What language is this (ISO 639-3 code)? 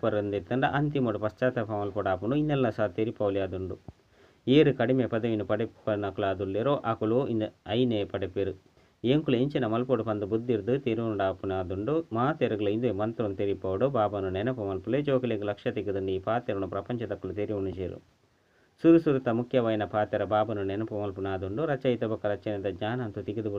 tcy